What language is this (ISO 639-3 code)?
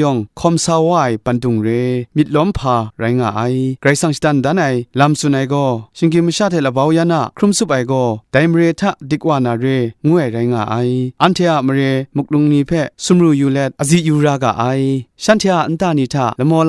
kac